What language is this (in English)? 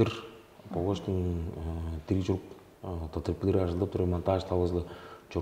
Tuvinian